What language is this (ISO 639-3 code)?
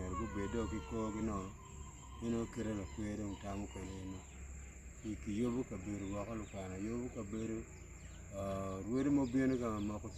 ach